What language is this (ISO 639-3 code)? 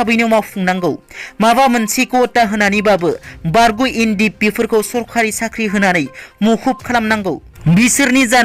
brx